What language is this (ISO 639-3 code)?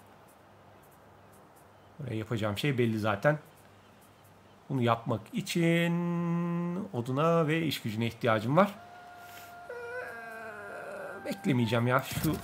tur